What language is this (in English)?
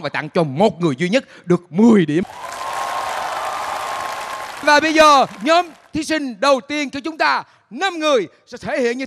Vietnamese